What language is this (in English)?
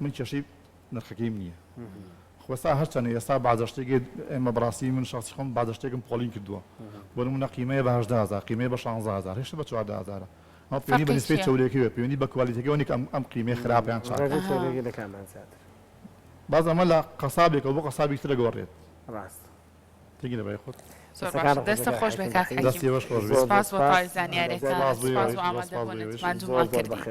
Central Kurdish